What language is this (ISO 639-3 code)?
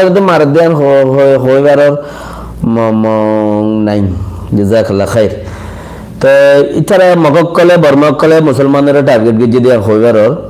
rhg